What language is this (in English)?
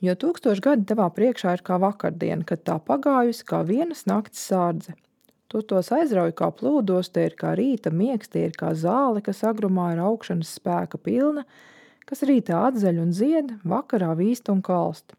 Latvian